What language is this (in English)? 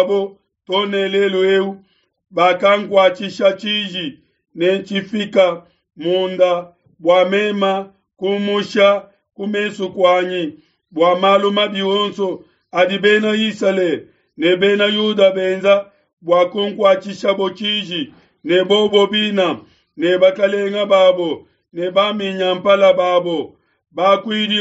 Luba-Lulua